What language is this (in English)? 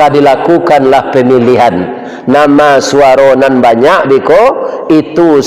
Minangkabau